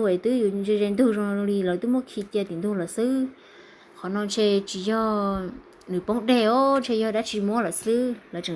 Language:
Hmong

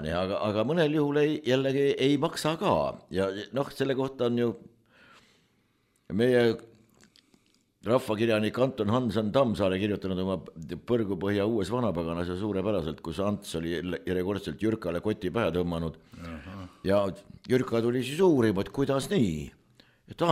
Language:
Estonian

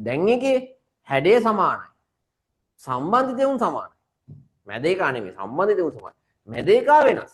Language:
Sinhala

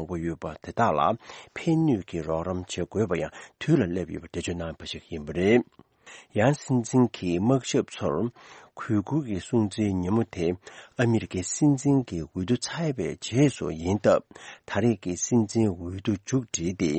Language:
Tibetan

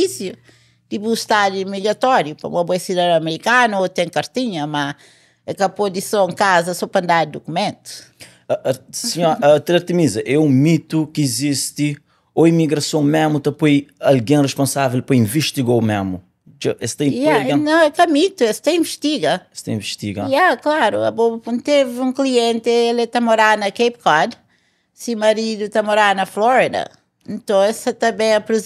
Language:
Kabuverdianu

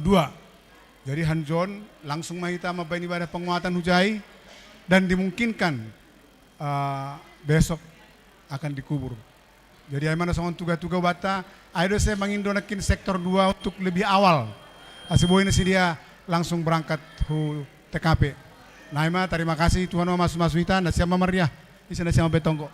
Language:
Batak Simalungun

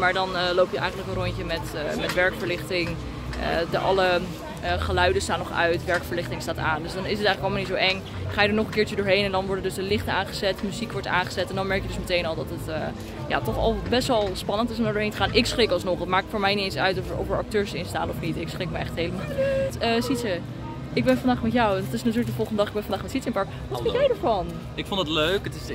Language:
Dutch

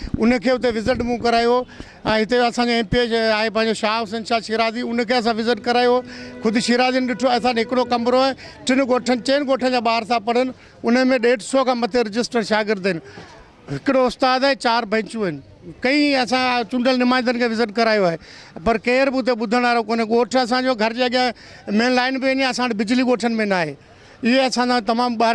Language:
Sindhi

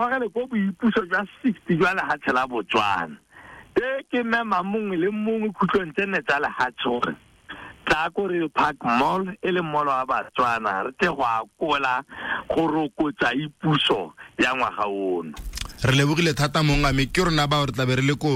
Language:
Tswana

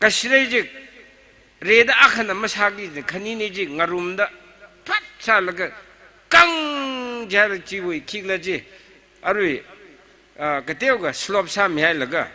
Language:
Tangkhul Naga (India)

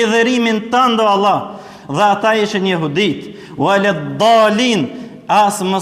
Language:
Albanian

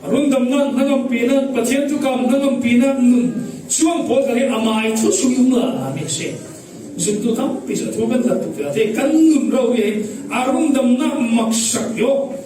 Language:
Falam Chin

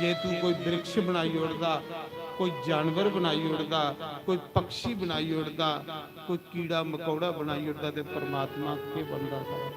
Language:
Dogri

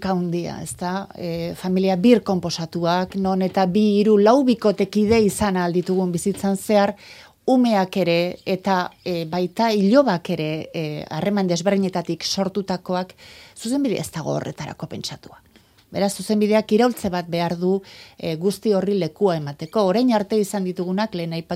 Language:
Basque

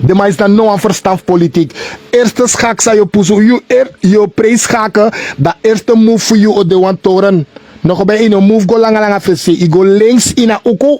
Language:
Sranan Tongo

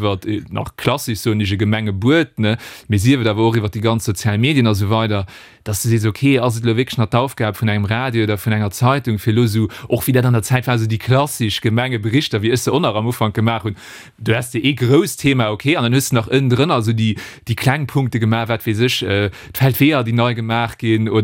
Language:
Luxembourgish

